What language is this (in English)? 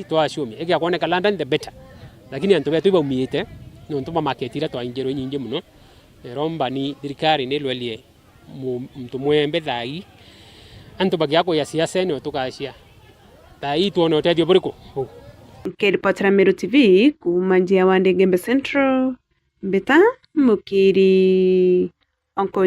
Meru